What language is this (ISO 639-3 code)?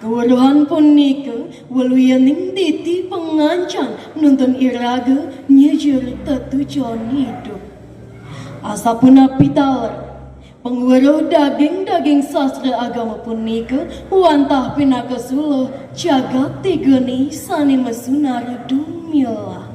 ban